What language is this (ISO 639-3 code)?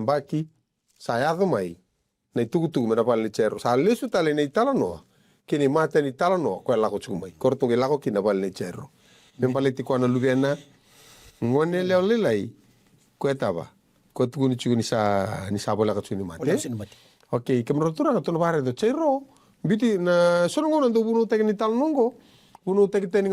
fij